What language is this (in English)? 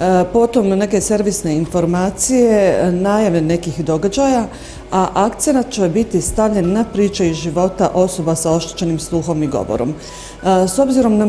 Bosnian